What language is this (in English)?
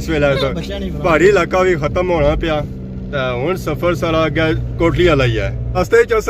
Pahari-Potwari